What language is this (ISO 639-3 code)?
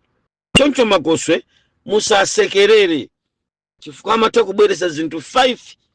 nya